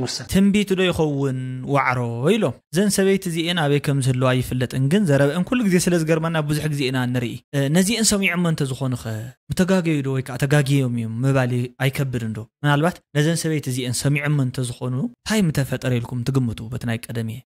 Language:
Tigrinya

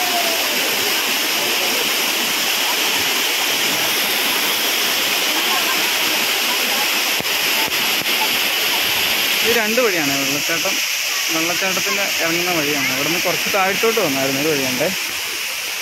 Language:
Malayalam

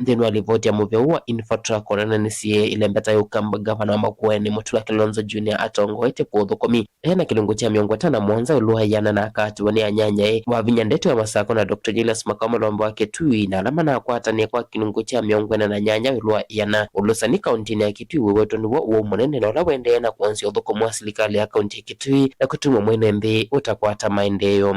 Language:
Kamba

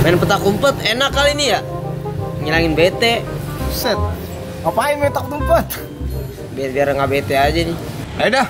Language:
Betawi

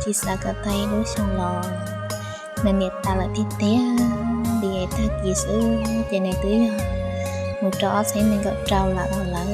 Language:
Hmong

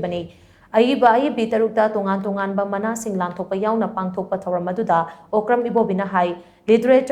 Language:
Manipuri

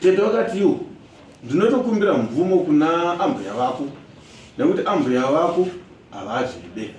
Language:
Shona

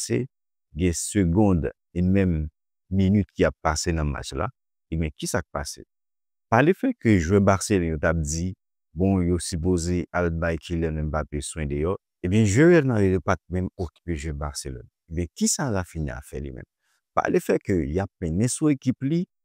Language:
Haitian Creole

